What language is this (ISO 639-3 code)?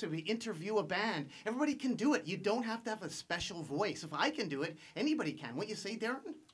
eng